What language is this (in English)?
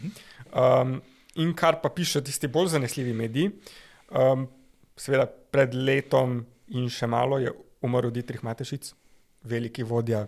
Slovenian